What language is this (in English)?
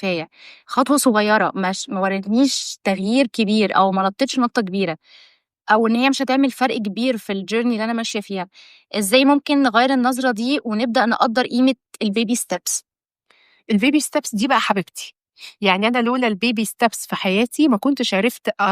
Egyptian Arabic